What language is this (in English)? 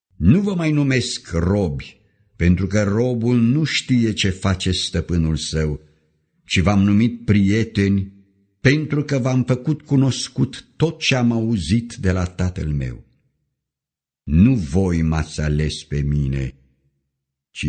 Romanian